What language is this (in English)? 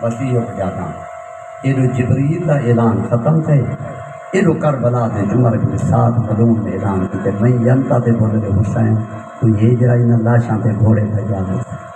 Saraiki